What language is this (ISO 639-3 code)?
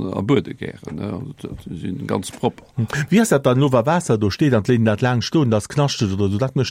ltz